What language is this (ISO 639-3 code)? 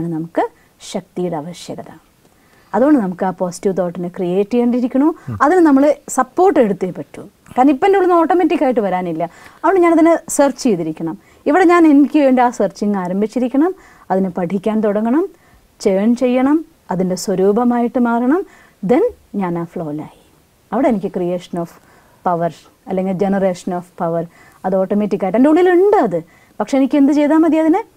mal